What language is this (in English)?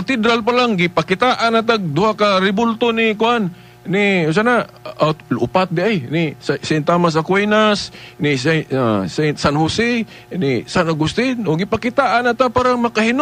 Cebuano